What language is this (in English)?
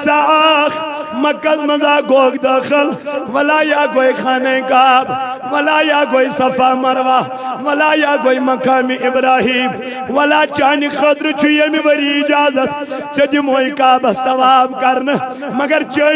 Kashmiri